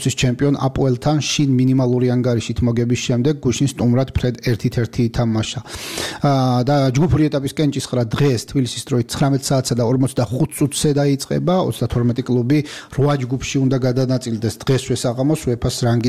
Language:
Georgian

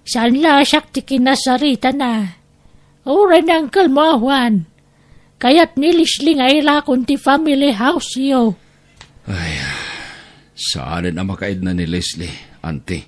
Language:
Iloko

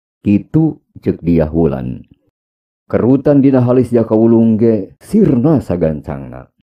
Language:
Sundanese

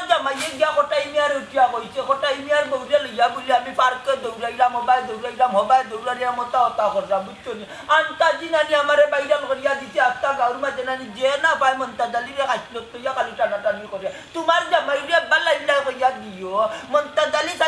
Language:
Sylheti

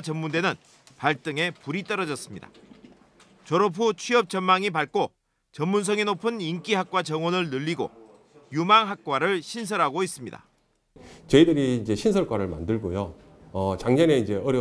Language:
Korean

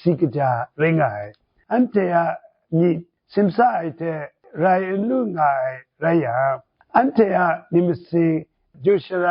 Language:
Kachin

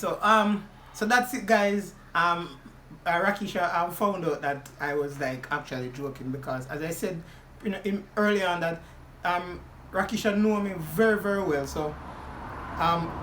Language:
Jamaican Creole English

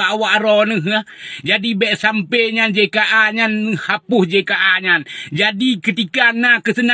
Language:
Achinese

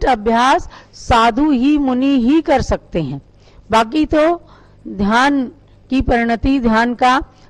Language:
Hindi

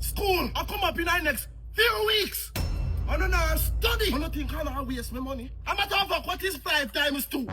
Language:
Jamaican Creole English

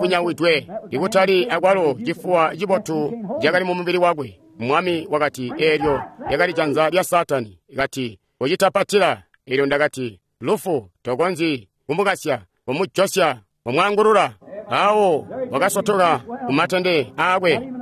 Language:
Tonga (Zambia)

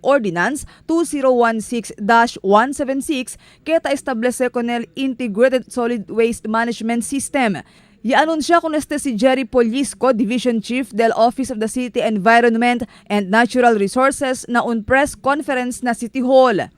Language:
Chavacano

